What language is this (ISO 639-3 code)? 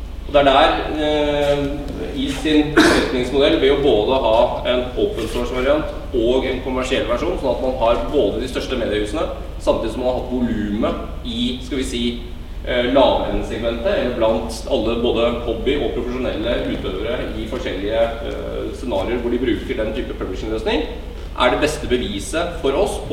nor